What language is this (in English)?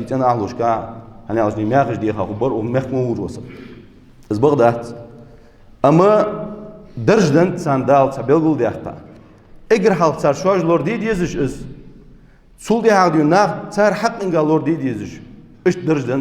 Ingush